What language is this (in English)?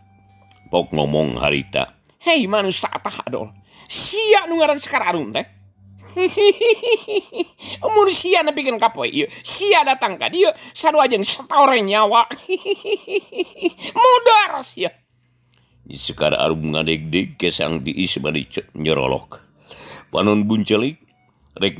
Sundanese